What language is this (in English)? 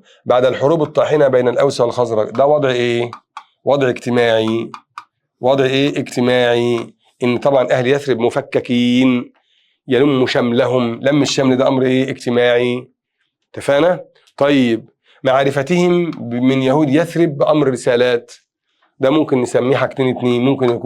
Egyptian Arabic